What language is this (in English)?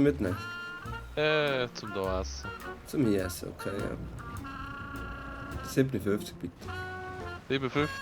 Swiss German